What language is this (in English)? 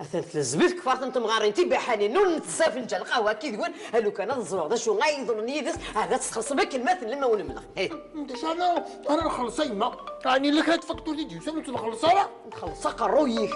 Kabyle